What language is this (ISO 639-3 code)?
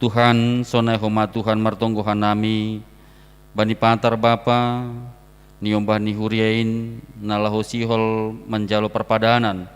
bts